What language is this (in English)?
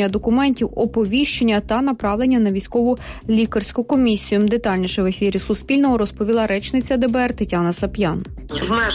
Ukrainian